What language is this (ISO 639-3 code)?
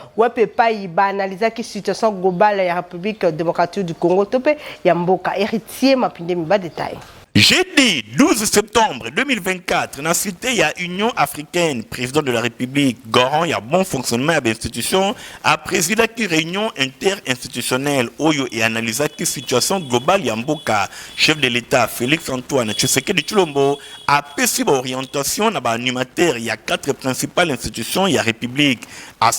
lin